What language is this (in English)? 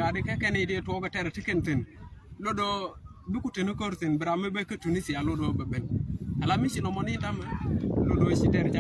Nuer